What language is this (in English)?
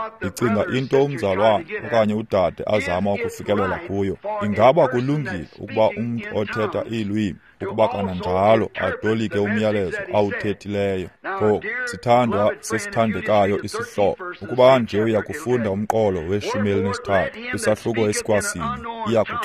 Xhosa